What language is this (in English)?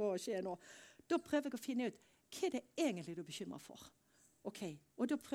Norwegian